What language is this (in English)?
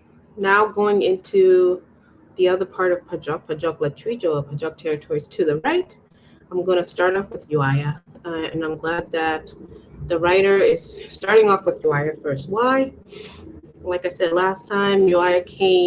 Acoli